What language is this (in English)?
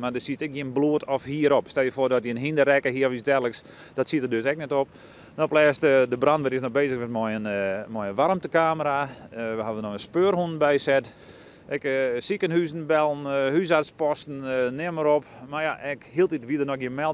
Western Frisian